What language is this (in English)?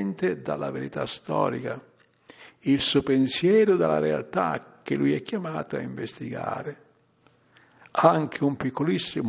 Italian